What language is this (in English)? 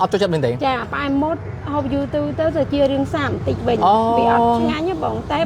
Khmer